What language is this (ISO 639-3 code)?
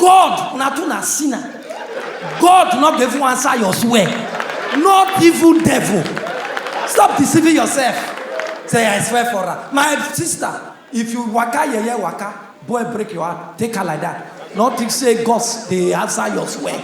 pcm